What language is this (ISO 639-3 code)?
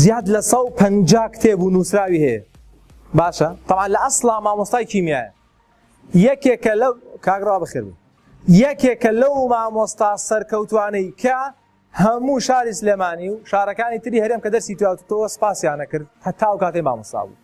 ckb